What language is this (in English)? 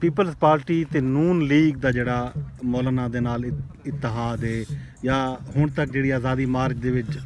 Saraiki